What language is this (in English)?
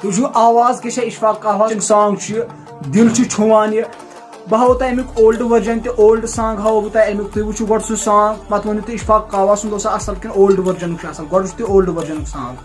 Kashmiri